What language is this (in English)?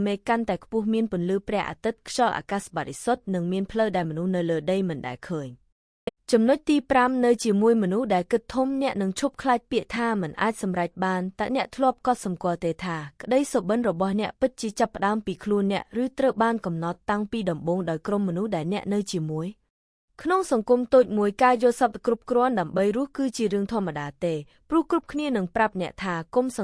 Khmer